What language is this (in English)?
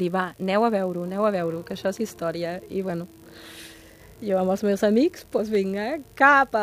Catalan